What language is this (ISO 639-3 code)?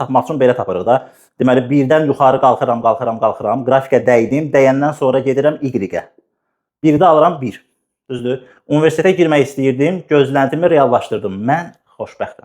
aze